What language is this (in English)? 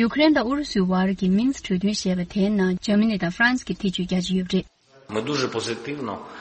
Tibetan